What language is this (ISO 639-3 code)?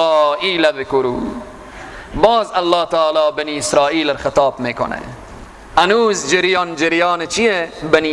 fas